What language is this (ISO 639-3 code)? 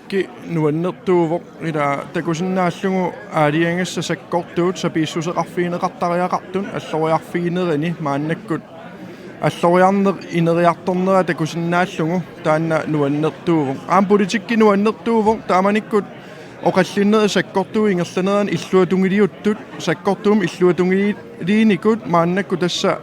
kal